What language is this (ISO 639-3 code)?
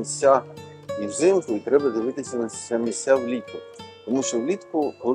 ukr